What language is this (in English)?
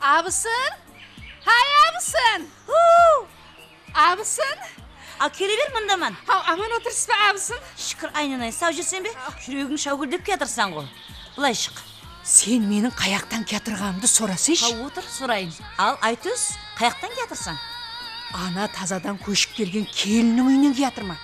Kara-Kalpak